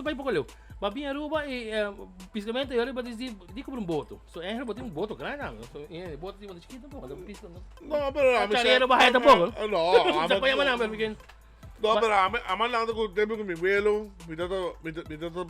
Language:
Papiamento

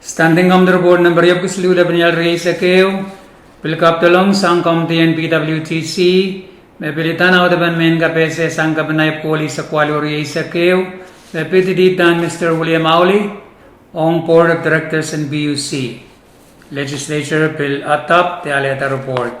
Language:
Pohnpeian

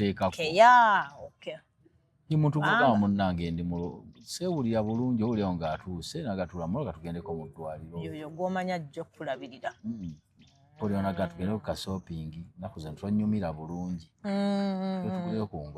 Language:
Ganda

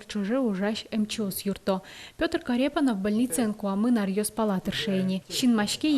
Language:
Udmurt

